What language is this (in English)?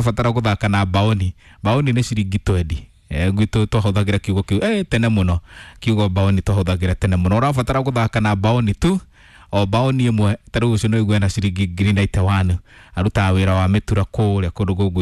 Kikuyu